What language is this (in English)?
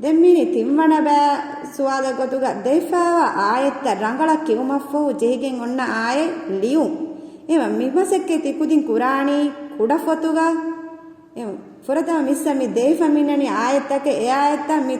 Divehi